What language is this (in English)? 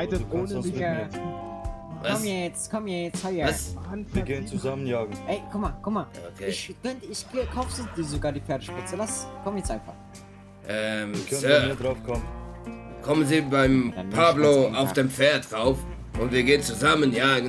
Swiss German